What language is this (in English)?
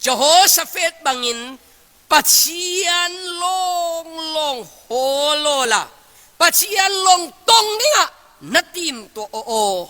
Falam Chin